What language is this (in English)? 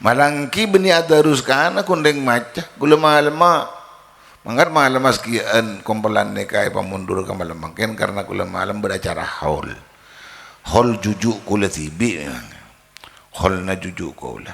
Madurese